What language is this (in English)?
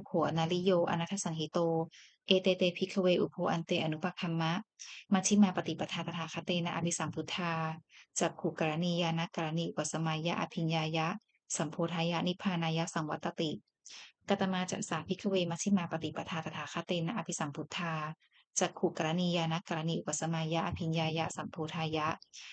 Pali